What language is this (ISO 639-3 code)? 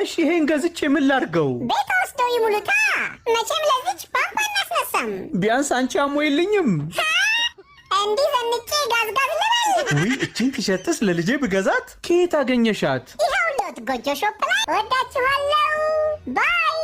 amh